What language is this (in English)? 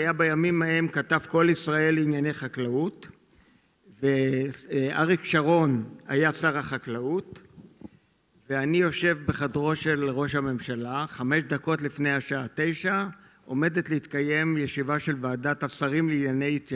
Hebrew